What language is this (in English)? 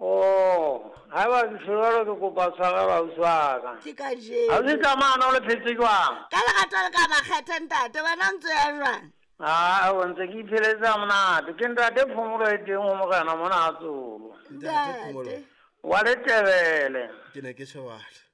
Southern Sotho